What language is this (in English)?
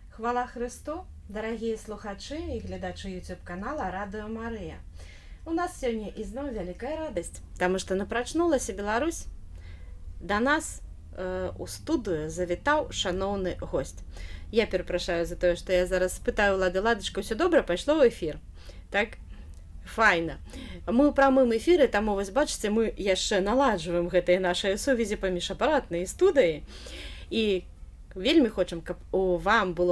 Belarusian